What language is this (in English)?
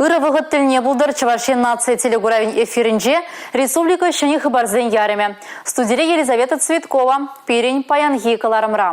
Chuvash